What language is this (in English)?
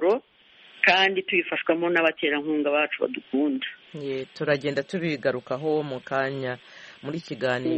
Kinyarwanda